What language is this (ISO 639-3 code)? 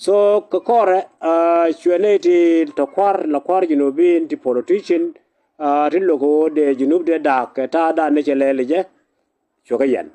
nus